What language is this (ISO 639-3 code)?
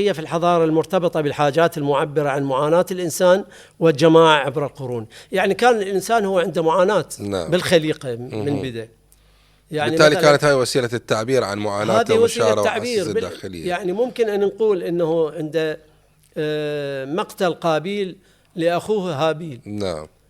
acm